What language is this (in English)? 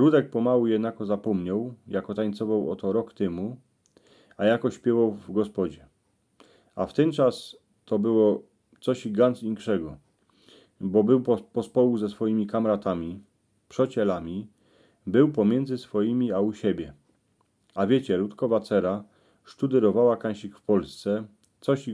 Silesian